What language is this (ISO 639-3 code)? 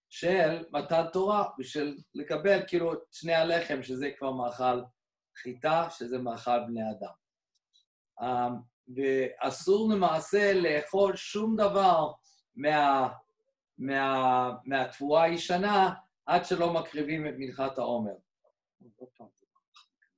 heb